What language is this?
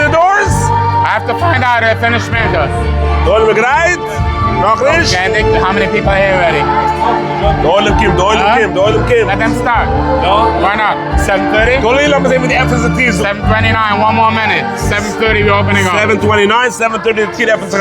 Yiddish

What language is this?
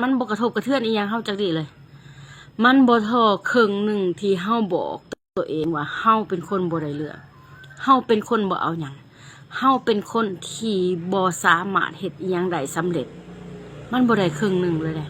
Lao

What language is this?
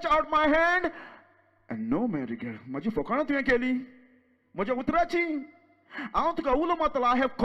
Konkani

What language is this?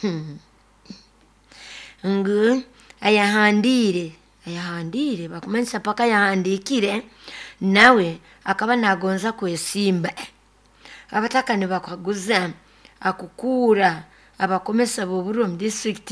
Nyoro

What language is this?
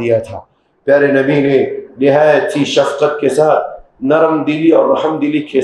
Urdu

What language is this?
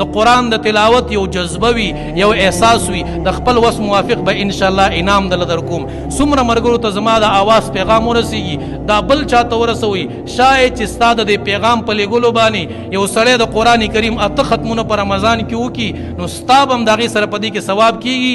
Pashto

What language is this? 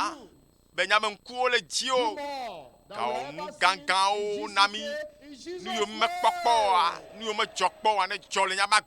Ewe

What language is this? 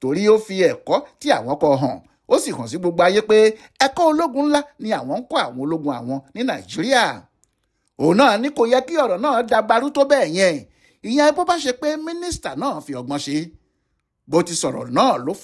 Yoruba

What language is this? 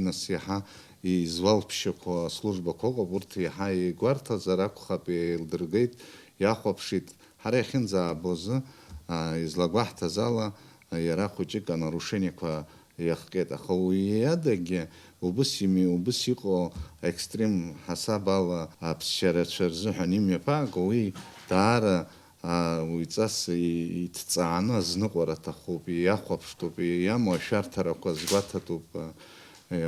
Abkhazian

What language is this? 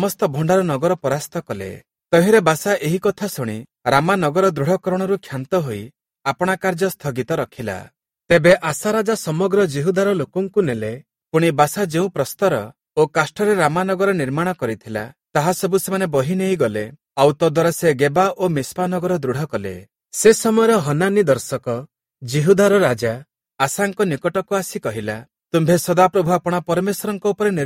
Odia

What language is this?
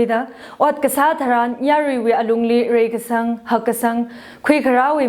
Tangkhul Naga (India)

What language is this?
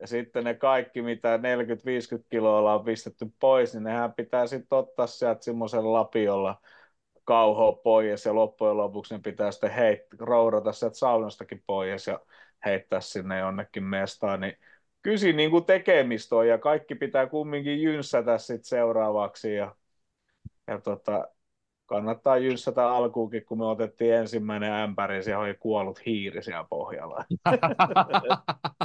Finnish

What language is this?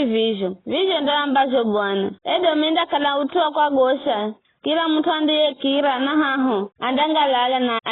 Giryama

